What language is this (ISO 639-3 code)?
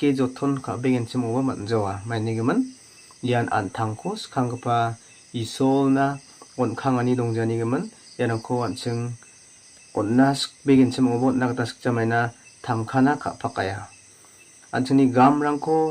grt